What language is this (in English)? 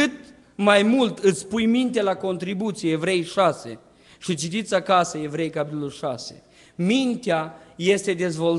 Romanian